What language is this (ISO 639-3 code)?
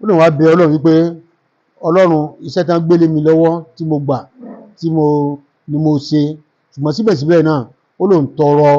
yor